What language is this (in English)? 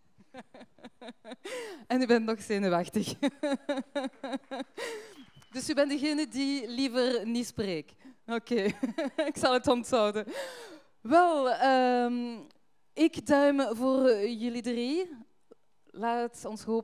Dutch